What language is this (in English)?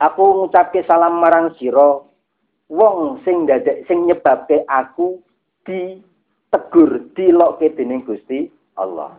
Javanese